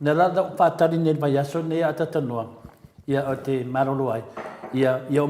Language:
Samoan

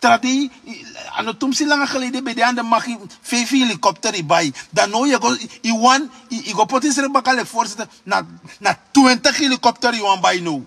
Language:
Sranan Tongo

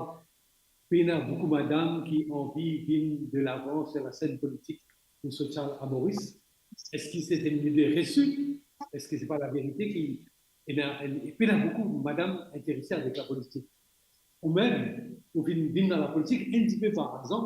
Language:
Morisyen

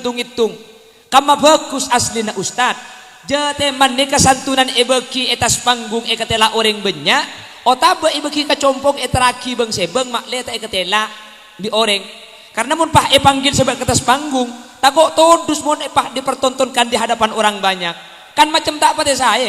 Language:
Madurese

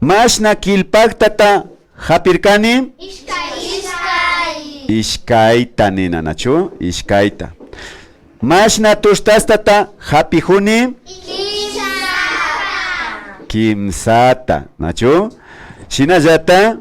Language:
Imbabura Highland Quichua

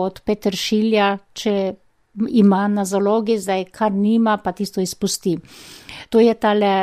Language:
Slovenian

